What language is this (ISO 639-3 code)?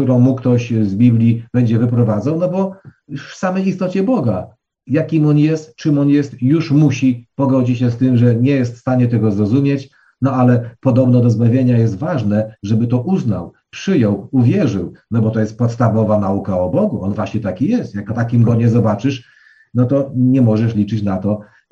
pol